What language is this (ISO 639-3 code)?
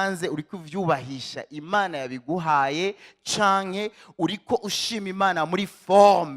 run